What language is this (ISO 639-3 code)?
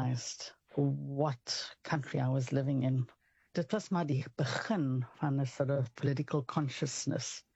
afr